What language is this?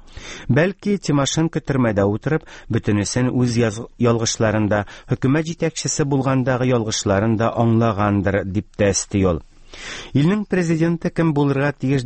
Tatar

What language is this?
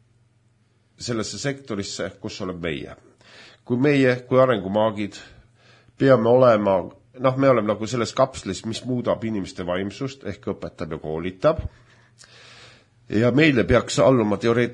Estonian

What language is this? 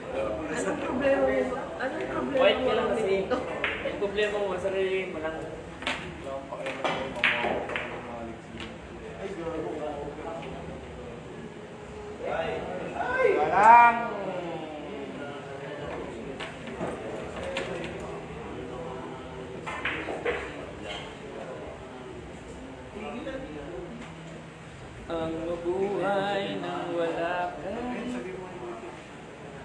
Filipino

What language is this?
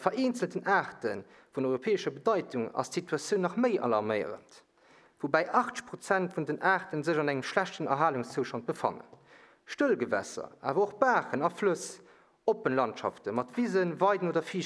Luxembourgish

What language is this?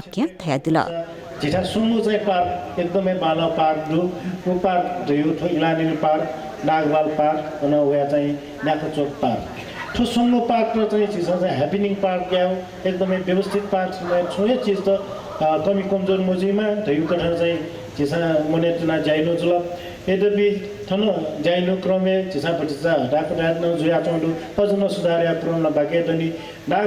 Newari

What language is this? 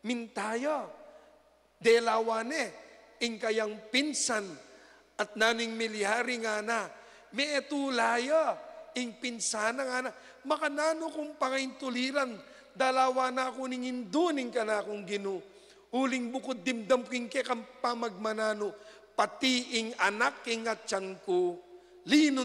Pampanga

